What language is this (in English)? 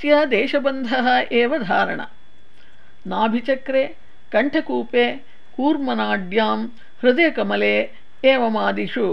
Sanskrit